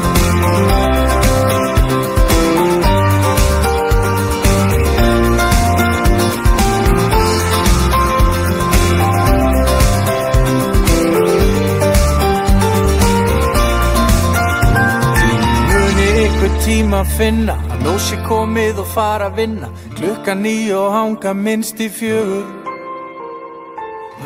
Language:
Icelandic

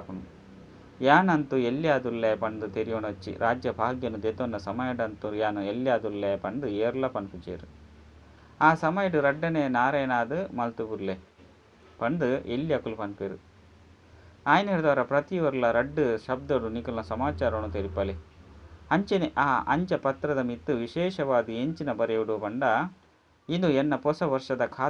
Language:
Tulu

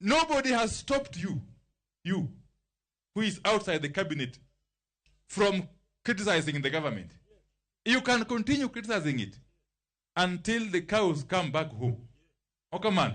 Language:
Luo (Kenya and Tanzania)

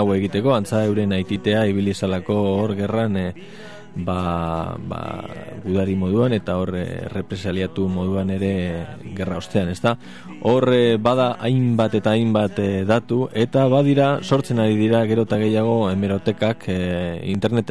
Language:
Basque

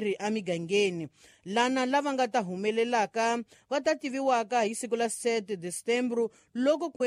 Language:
Tsonga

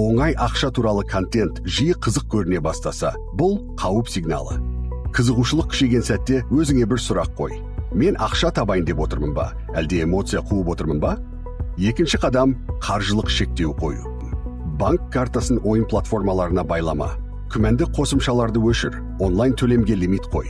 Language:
Kazakh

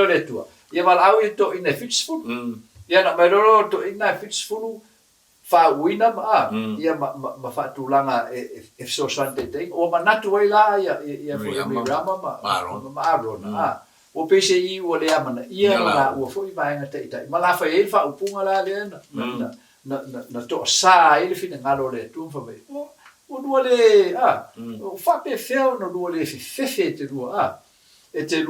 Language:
Samoan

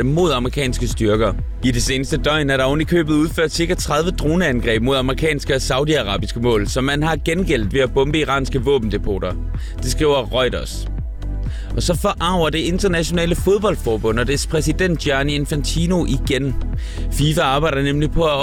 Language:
Danish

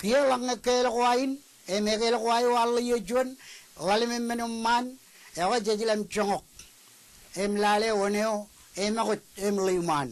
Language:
Marshallese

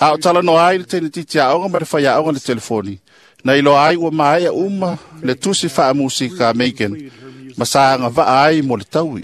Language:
Samoan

